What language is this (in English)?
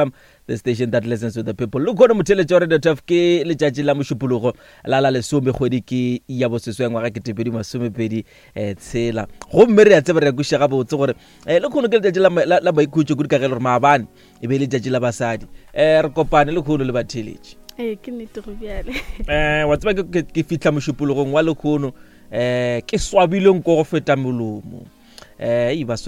Northern Sotho